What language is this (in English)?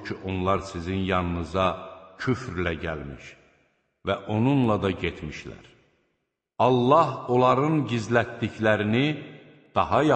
Azerbaijani